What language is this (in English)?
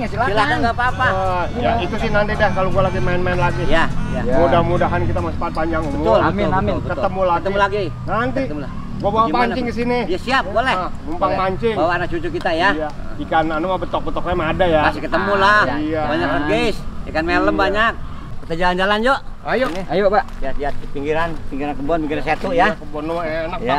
Betawi